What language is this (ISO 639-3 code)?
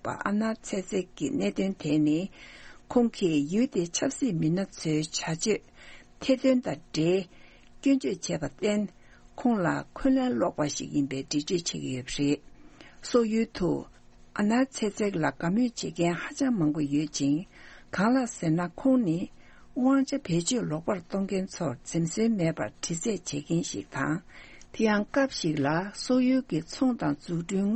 bod